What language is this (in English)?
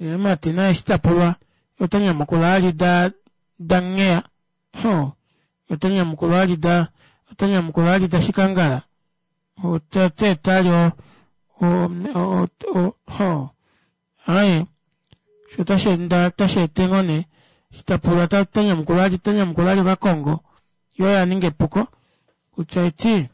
Kuanyama